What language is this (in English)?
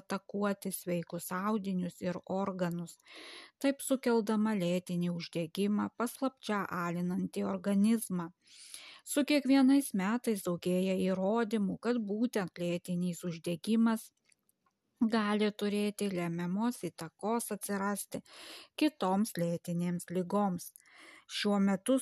Lithuanian